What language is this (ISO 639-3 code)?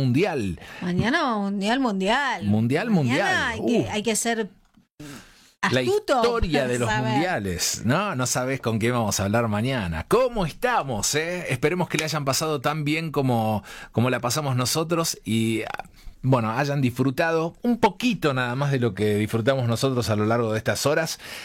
spa